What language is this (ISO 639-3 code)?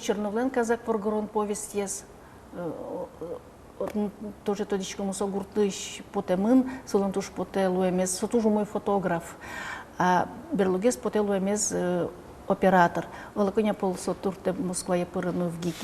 udm